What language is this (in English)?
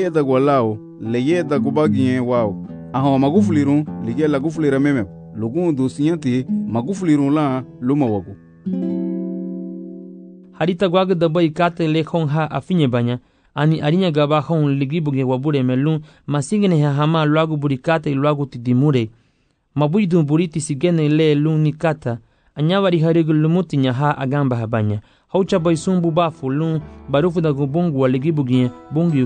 Garifuna